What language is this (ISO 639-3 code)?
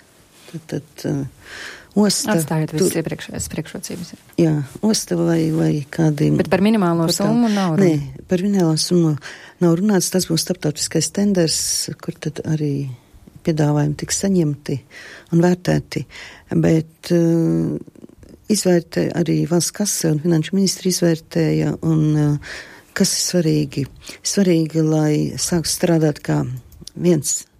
lav